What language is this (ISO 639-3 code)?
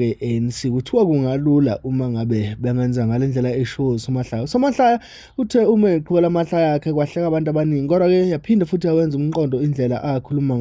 zul